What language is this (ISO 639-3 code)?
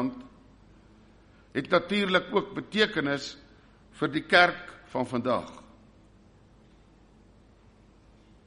afr